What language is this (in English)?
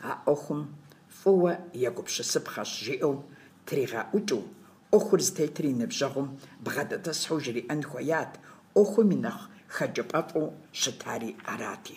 Kabardian